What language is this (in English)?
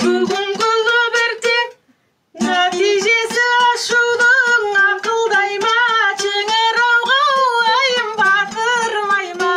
Kazakh